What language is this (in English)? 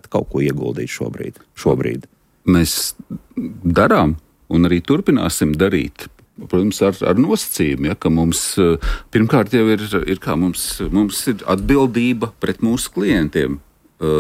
Latvian